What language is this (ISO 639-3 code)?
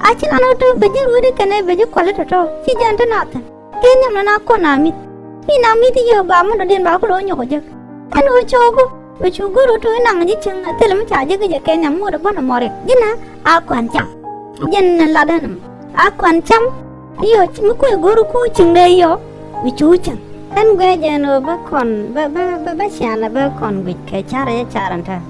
nus